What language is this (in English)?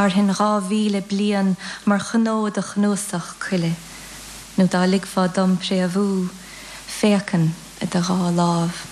Irish